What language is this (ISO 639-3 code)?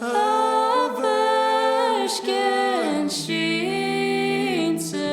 gle